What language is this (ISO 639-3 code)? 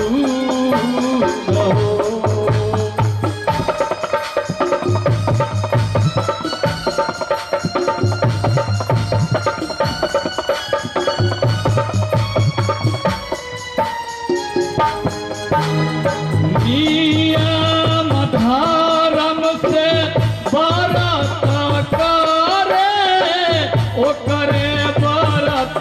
bho